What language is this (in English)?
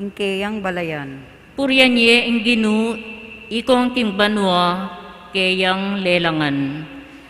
Pampanga